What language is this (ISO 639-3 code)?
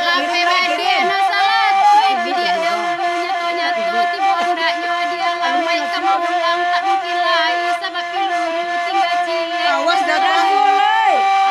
min